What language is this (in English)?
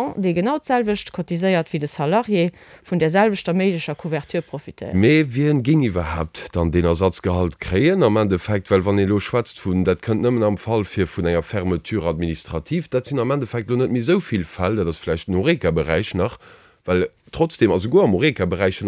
Luxembourgish